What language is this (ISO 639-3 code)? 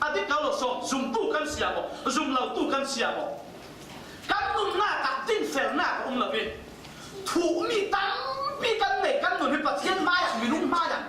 cfm